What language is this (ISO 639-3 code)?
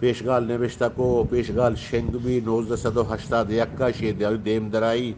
bgp